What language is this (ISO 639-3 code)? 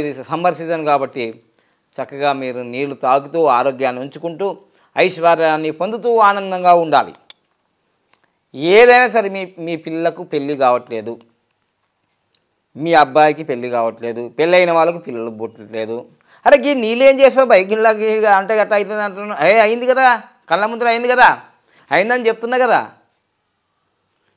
tel